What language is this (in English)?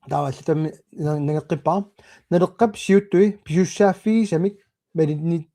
Kalaallisut